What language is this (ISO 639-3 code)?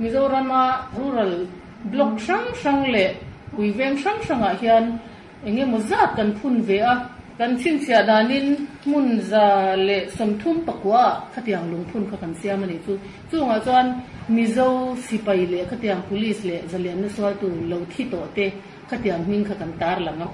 lus